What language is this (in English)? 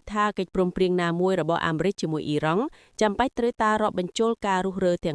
Khmer